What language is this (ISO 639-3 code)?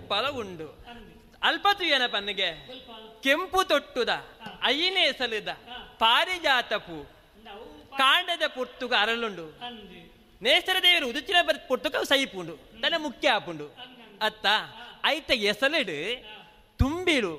tcy